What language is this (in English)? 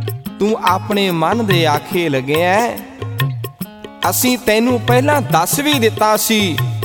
Punjabi